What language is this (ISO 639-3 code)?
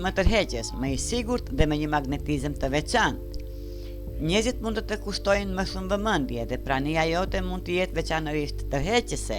sqi